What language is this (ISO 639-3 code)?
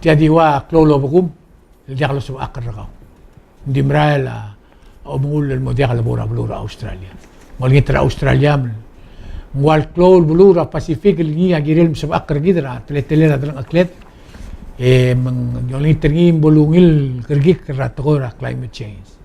pau